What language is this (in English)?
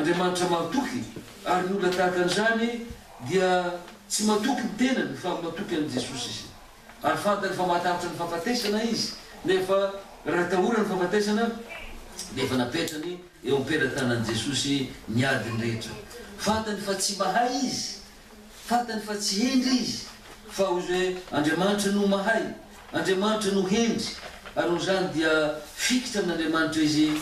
Malagasy